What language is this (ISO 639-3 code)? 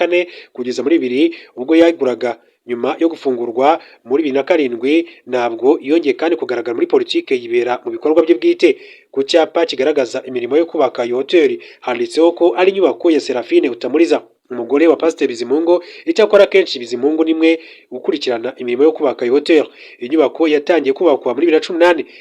kin